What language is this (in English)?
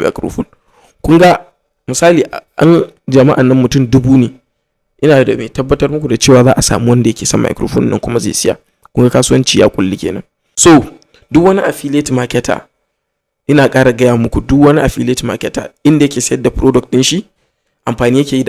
Hausa